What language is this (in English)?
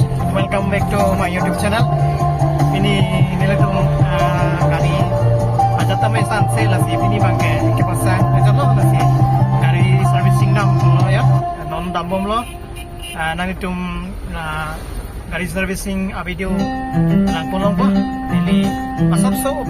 Karbi